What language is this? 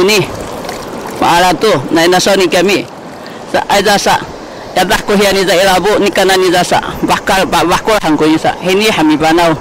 Sakizaya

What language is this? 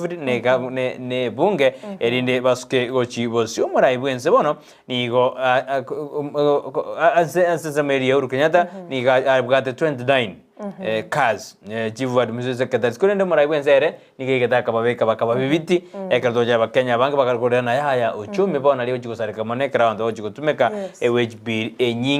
Gusii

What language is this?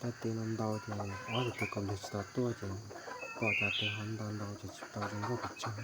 Hmong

